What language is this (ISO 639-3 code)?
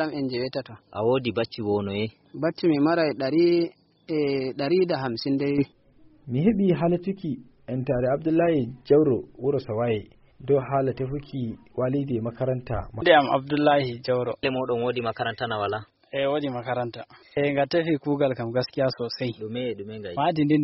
ful